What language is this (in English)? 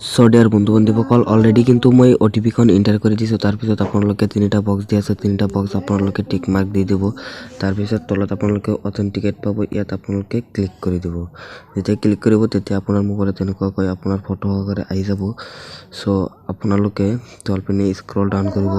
Assamese